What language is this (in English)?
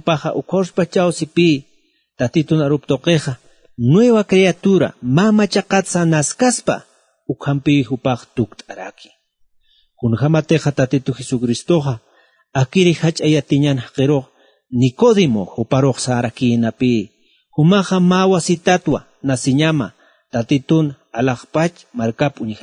Aymara